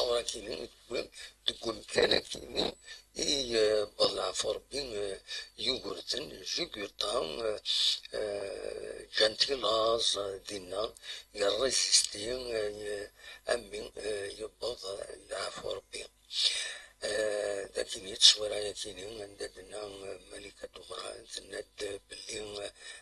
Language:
Kabyle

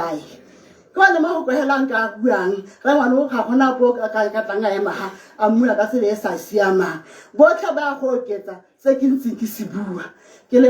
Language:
Tswana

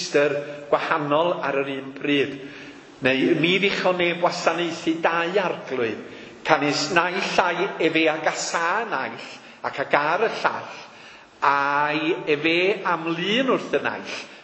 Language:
Welsh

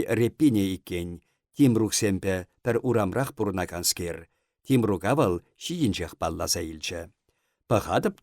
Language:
Chuvash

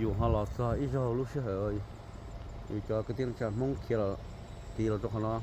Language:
Hmong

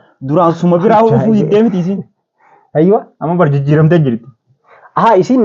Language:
Oromo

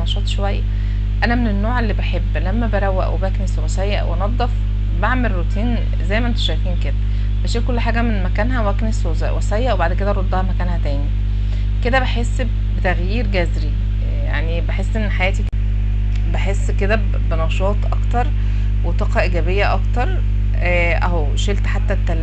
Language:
Egyptian Arabic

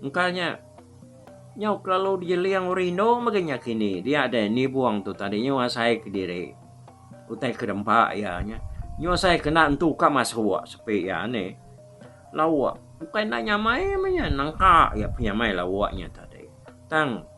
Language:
Iban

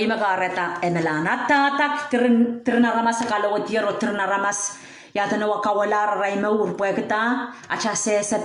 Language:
Pohnpeian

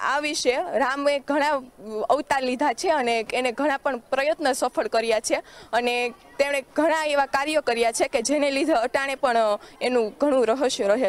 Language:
Gujarati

